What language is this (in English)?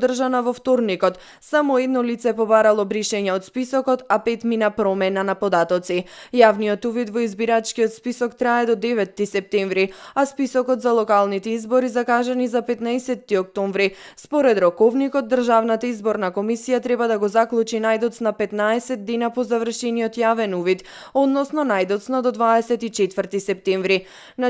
Macedonian